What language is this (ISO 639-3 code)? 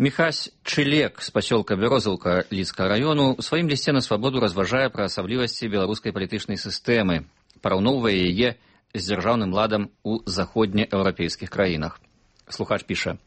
bel